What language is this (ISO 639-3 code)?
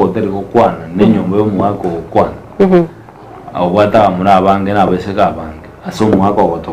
guz